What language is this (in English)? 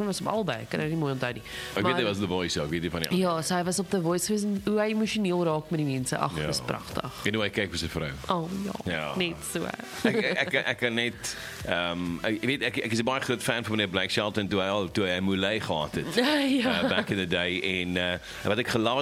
Afrikaans